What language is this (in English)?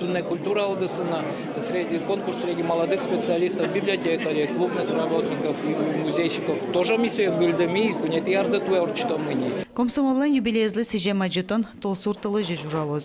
Udmurt